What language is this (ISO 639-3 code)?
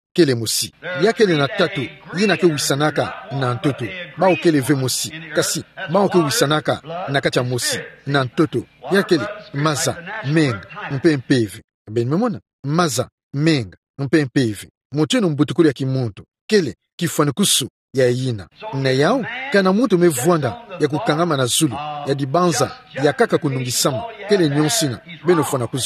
ktu